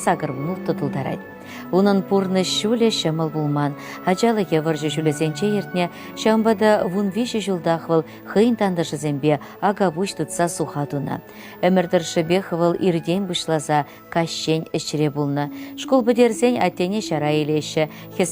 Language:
Chuvash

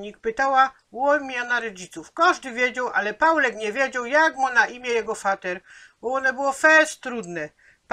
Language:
Silesian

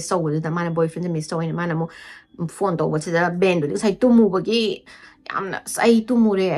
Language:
Manipuri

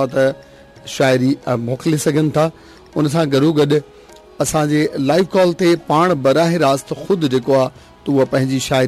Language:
Sindhi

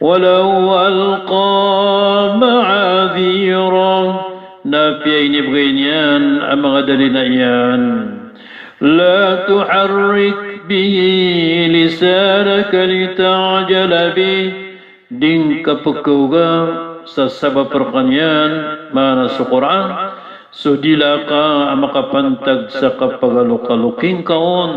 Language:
Maranao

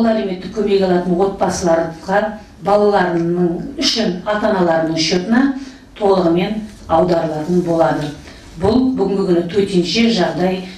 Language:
Kazakh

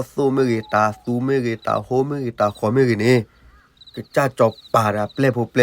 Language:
S'gaw Karen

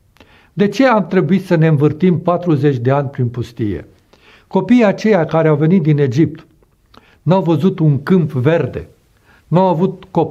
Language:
Romanian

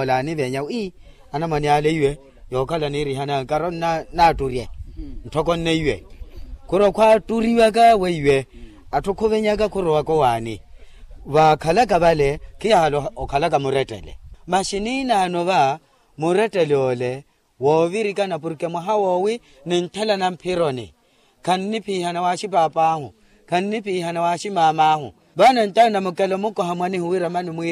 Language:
Makhuwa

